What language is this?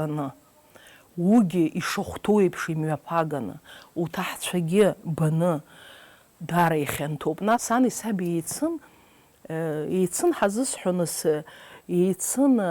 Abkhazian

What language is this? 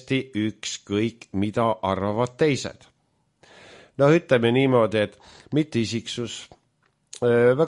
Estonian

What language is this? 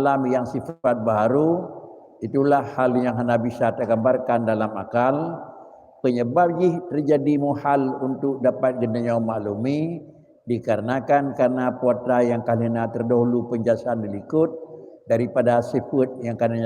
Achinese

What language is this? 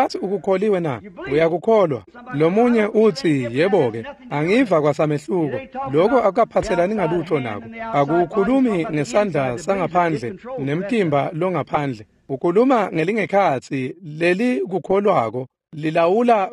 Swati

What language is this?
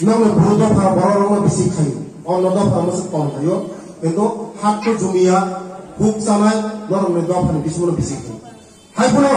Riang (India)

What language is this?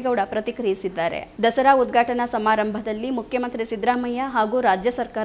Kannada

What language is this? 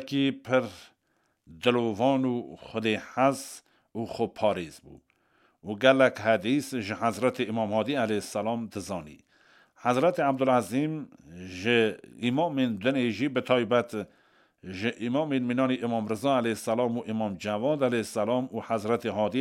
Kurdish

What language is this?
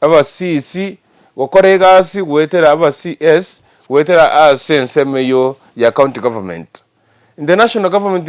Gusii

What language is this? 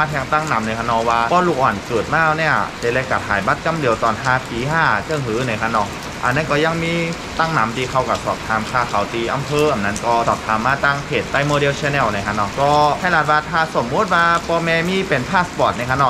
Shan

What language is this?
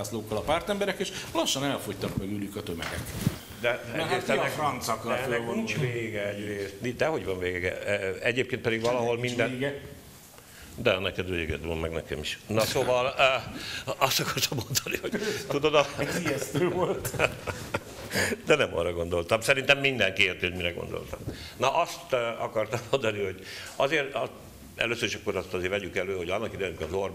Hungarian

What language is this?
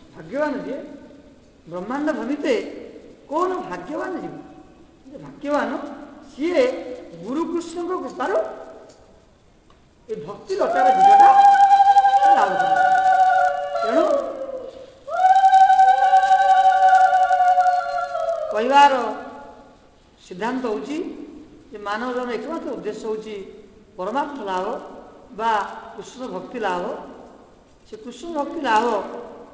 Odia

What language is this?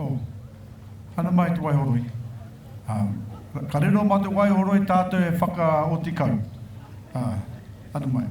Māori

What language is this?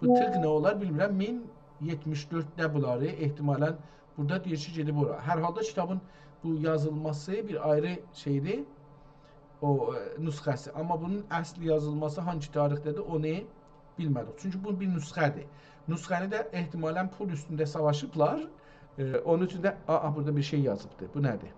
South Azerbaijani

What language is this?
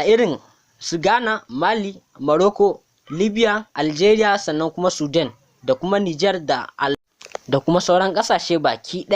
Hausa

